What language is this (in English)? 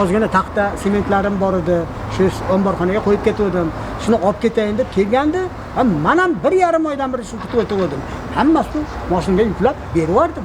Uzbek